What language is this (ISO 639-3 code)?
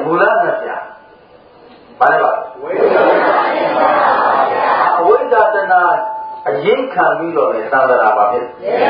mya